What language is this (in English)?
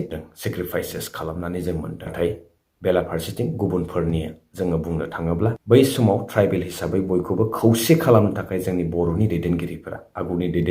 Bodo